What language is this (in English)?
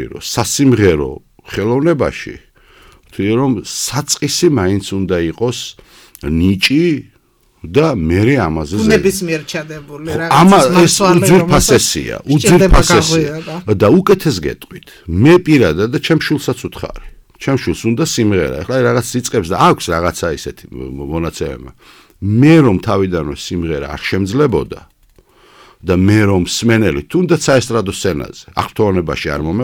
Georgian